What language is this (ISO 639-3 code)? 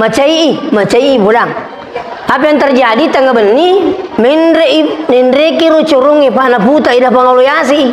bug